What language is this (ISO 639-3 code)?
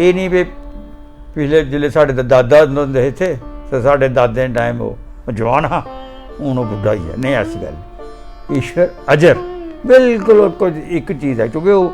doi